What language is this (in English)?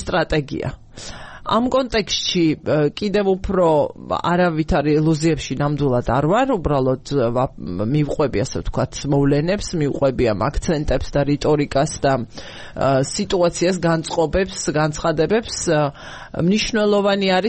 Georgian